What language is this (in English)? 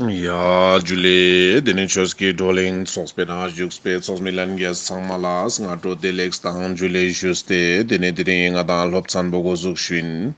Ladakhi